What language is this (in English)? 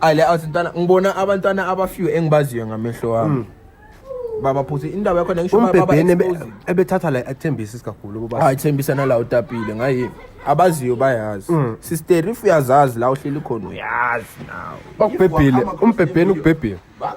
Zulu